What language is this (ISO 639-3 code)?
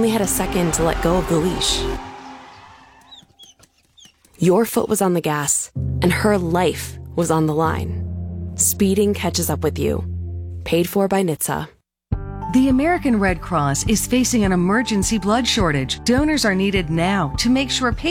eng